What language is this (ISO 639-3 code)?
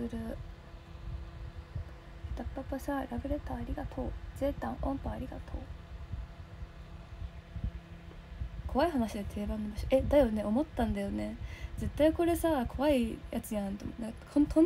jpn